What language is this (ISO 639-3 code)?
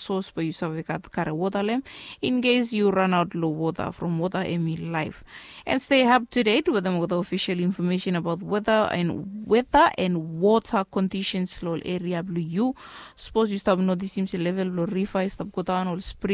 bis